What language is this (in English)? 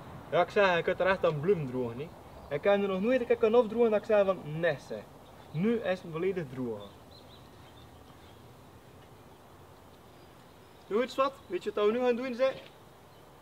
Dutch